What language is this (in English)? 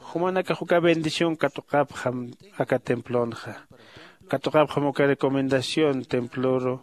Aymara